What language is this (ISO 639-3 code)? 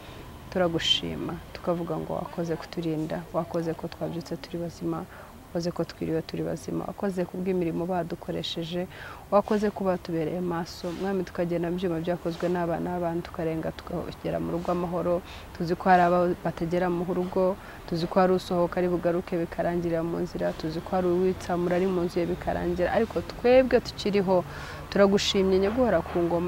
kin